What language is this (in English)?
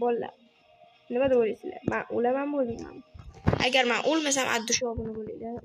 Uzbek